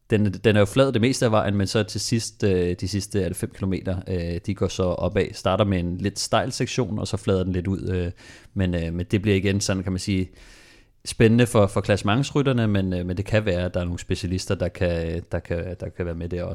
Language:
Danish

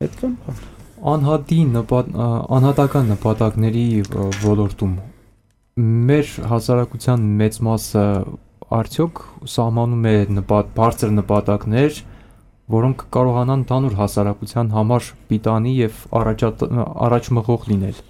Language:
Armenian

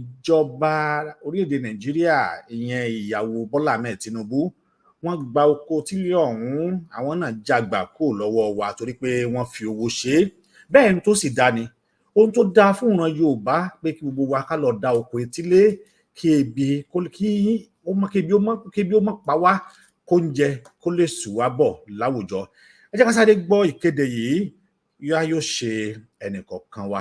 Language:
Yoruba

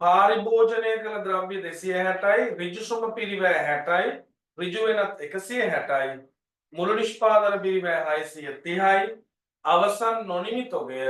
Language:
Sinhala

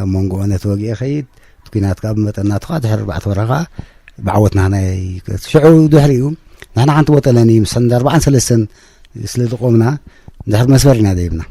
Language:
Tigrinya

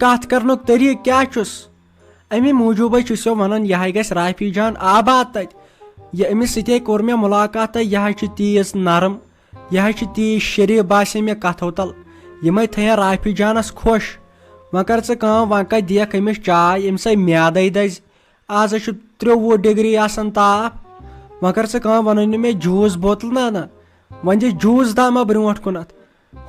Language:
Kashmiri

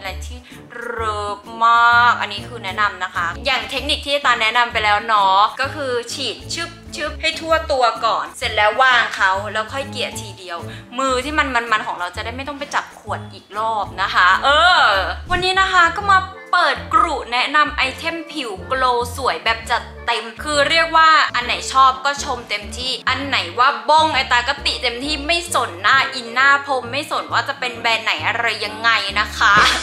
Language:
Thai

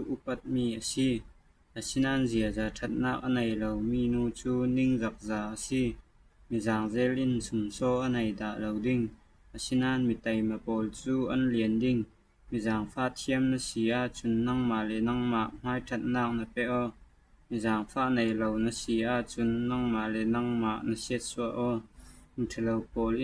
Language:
Falam Chin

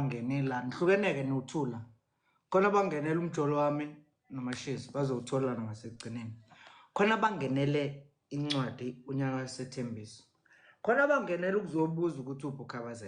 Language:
Zulu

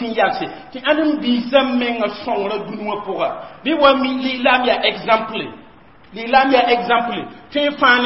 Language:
Mossi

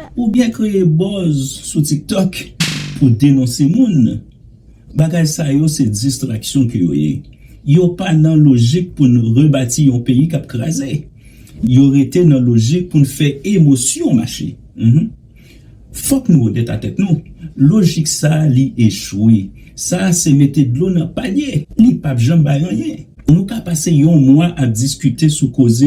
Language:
Haitian Creole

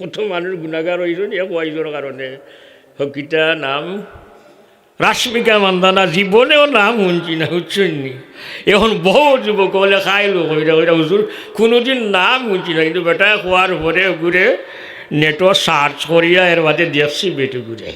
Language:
Sylheti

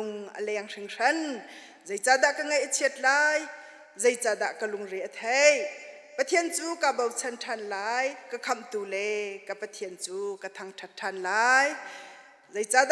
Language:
Hakha Chin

